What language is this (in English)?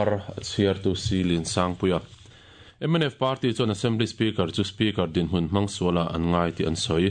Mizo